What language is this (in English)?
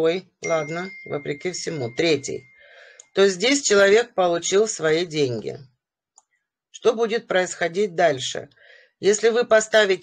Russian